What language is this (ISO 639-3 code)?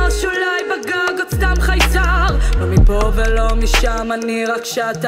heb